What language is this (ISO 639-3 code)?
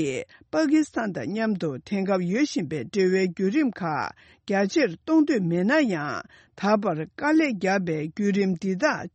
bod